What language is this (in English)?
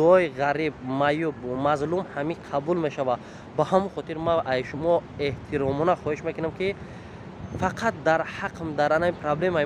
Tajik